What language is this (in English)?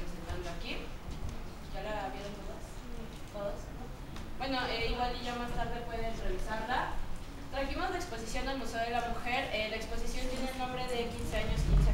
Spanish